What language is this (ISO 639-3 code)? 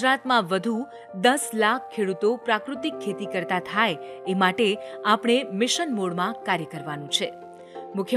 guj